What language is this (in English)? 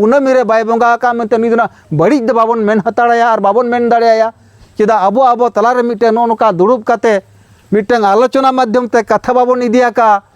Santali